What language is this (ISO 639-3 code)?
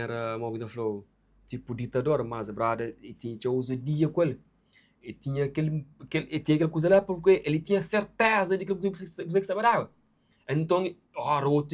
kea